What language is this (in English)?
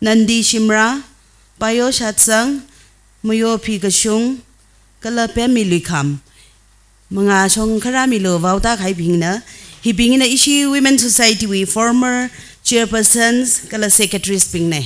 Tangkhul Naga (India)